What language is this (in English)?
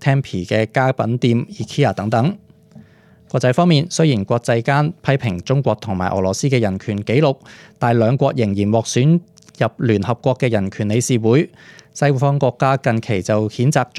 Cantonese